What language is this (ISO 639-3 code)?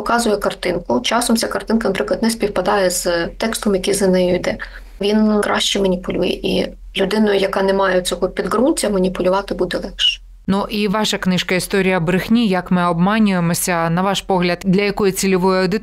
ukr